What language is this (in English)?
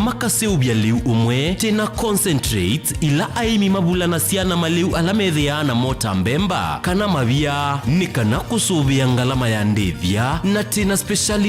Kamba